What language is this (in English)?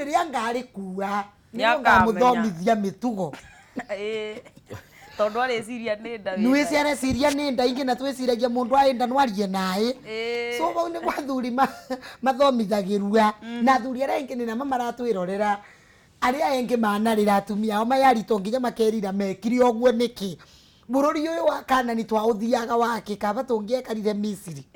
Kikuyu